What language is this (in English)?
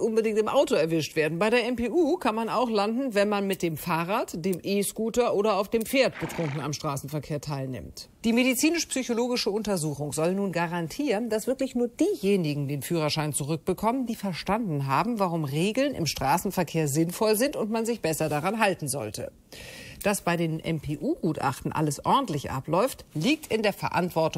German